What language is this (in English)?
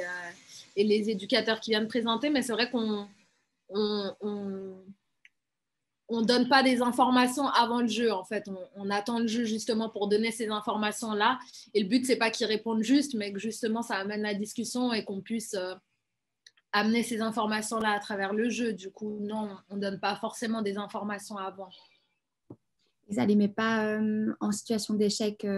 French